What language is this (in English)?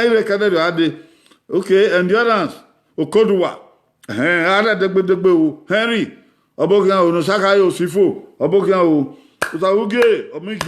Bini